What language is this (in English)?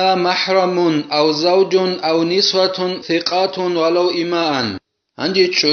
Avaric